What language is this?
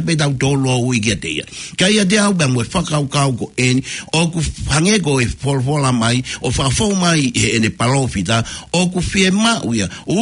Tongan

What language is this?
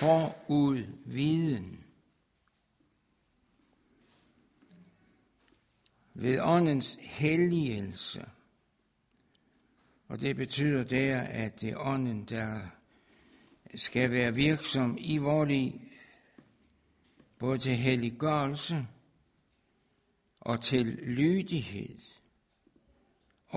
Danish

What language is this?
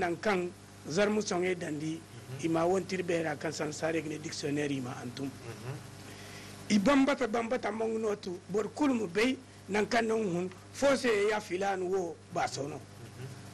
Zarma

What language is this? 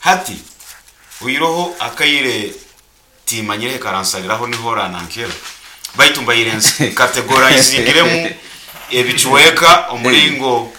Nyoro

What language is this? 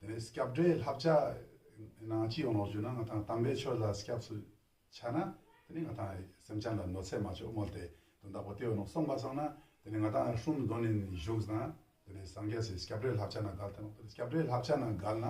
Ladakhi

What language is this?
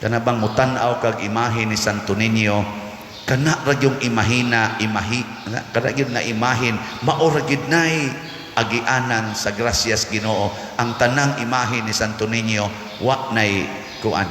Cebuano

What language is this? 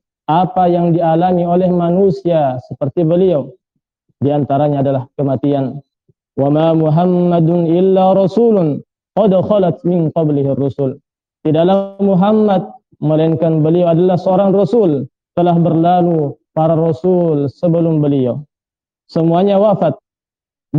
Indonesian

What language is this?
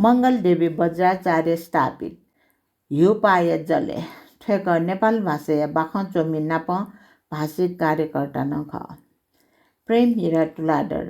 Newari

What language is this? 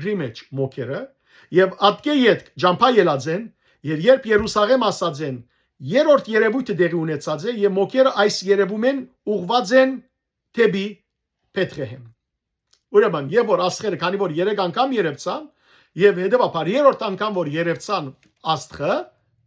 Western Armenian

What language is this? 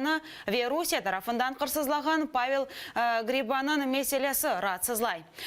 Crimean Tatar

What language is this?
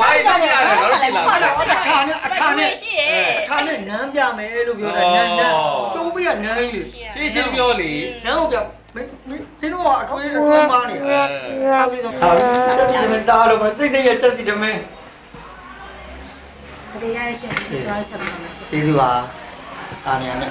Burmese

